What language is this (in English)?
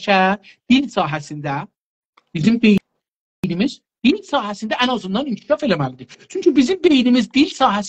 South Azerbaijani